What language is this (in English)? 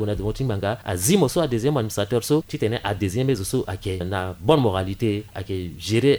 Sango